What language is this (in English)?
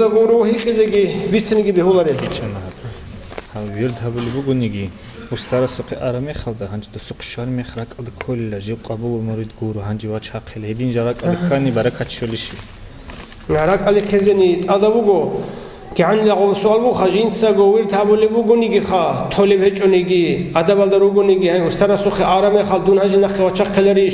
Avaric